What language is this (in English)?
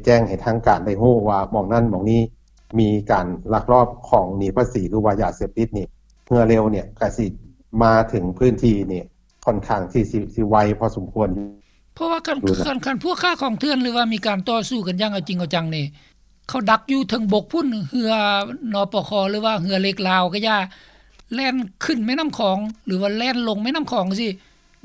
Lao